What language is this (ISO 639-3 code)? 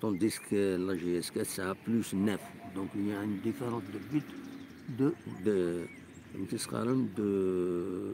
kab